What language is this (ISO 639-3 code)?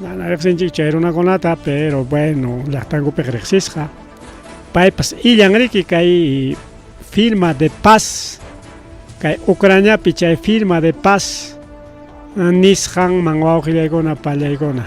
quy